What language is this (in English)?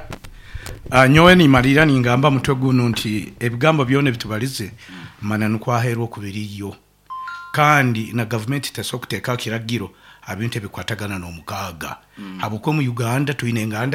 Nyoro